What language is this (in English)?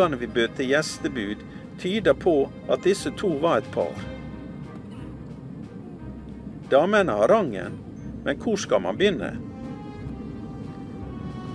Norwegian